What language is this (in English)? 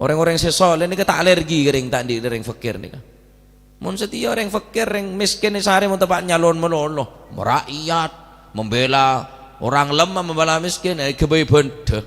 Madurese